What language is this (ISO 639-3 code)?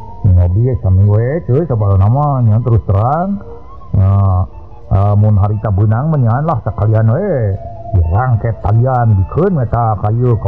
sun